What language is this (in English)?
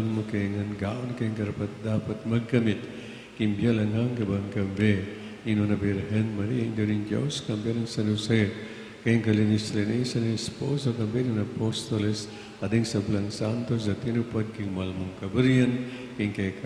Pampanga